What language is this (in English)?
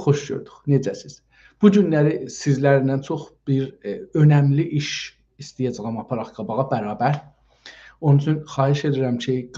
South Azerbaijani